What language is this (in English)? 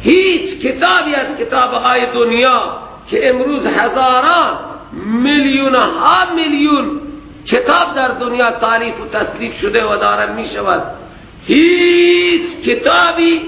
Persian